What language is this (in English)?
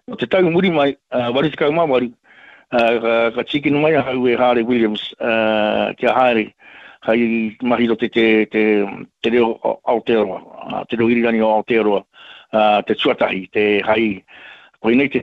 Māori